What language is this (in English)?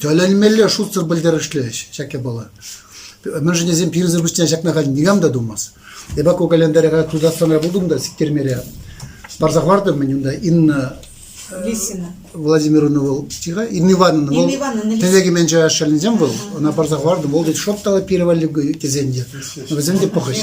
Chuvash